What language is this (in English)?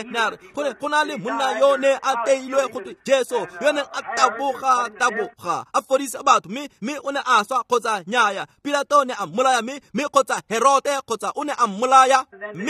Tswana